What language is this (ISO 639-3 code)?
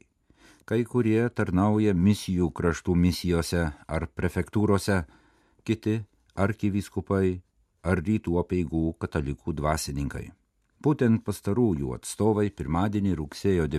lit